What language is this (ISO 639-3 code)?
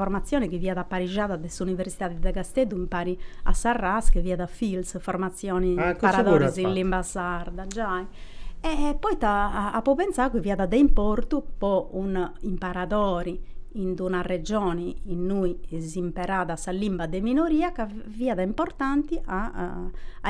srd